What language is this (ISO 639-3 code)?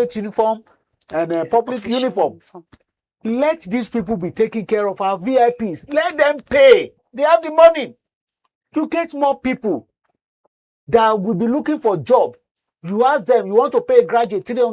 pcm